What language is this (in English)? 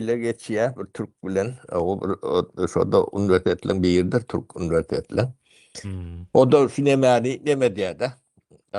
Turkmen